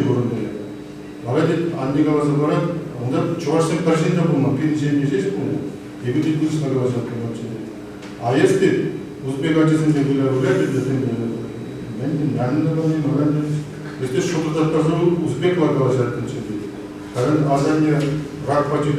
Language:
Chuvash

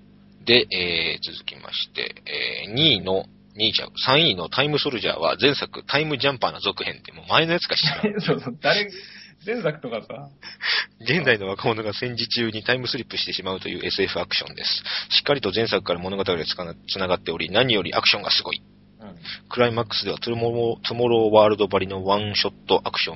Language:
Japanese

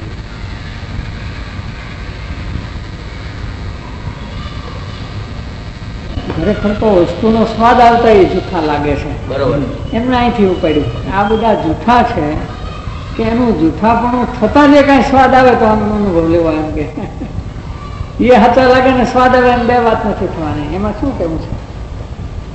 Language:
Gujarati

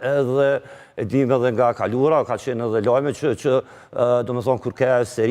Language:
Albanian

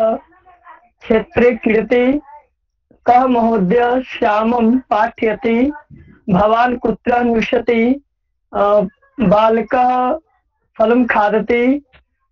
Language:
Sanskrit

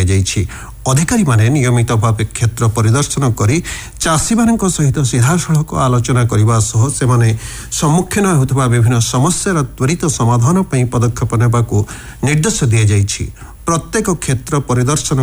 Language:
Odia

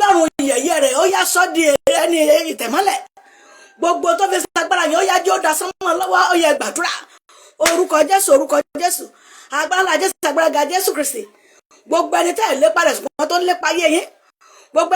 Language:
Yoruba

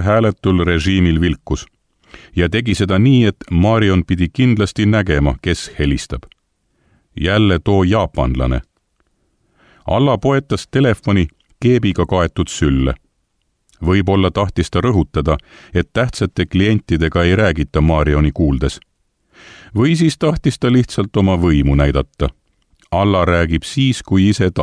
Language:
Estonian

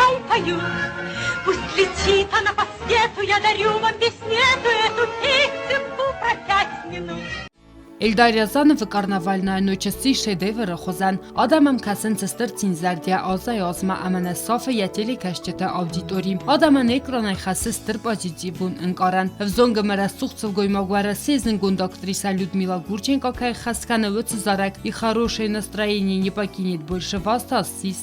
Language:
Ossetic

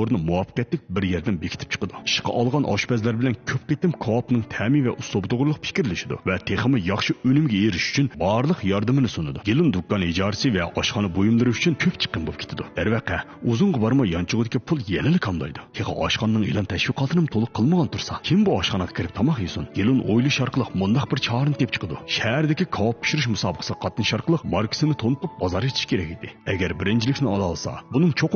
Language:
Uyghur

